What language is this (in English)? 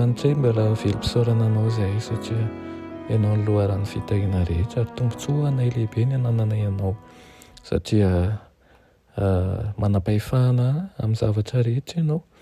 Malagasy